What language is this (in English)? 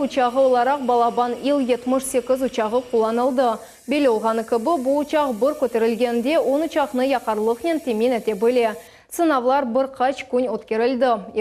Crimean Tatar